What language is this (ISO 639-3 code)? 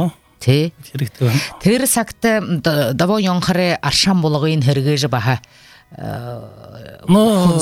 bua